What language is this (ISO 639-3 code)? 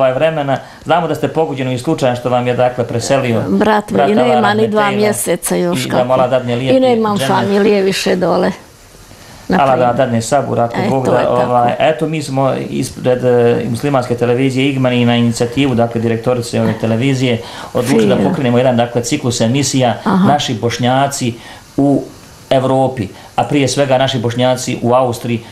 bos